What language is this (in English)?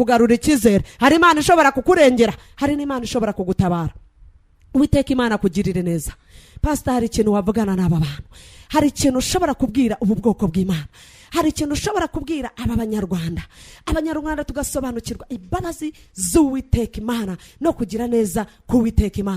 Kinyarwanda